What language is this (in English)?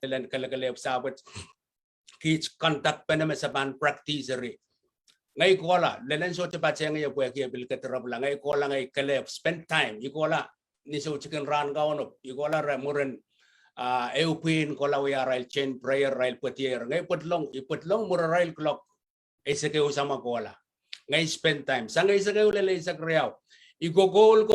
Pohnpeian